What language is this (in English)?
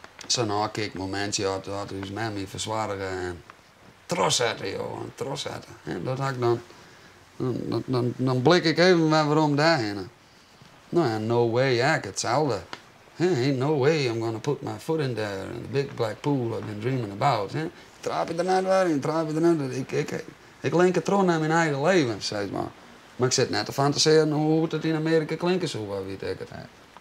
Western Frisian